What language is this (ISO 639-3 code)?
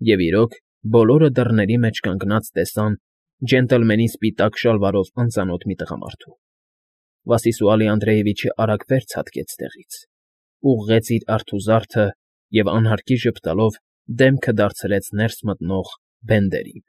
hye